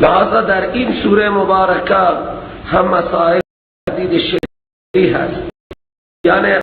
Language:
Persian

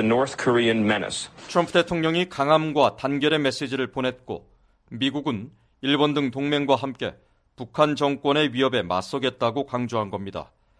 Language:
Korean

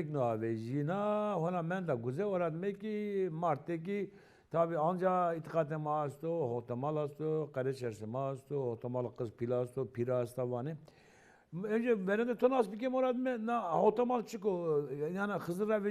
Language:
Zaza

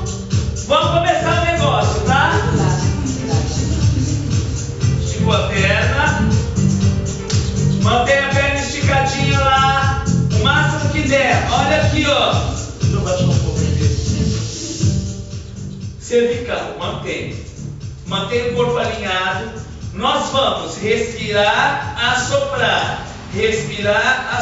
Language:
Portuguese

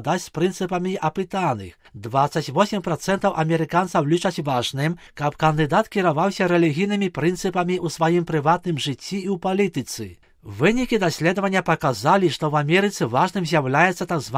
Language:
Belarusian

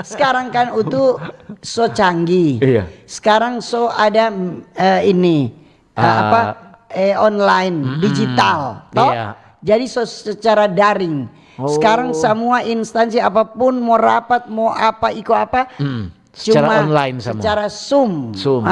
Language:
Manado Malay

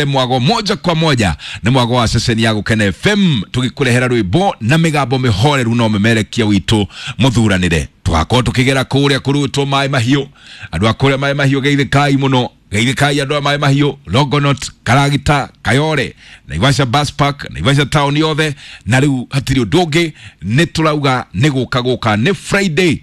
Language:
Kikuyu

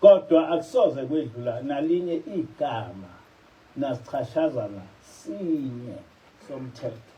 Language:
Zulu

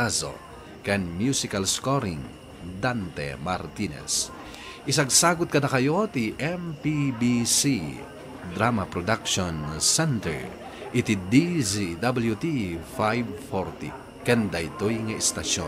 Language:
Iloko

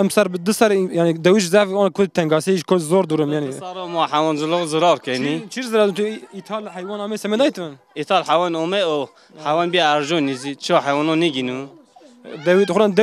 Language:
Zaza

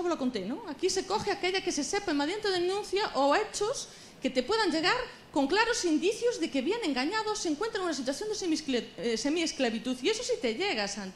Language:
Galician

